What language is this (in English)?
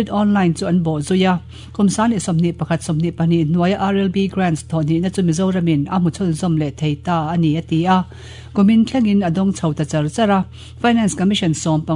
Mizo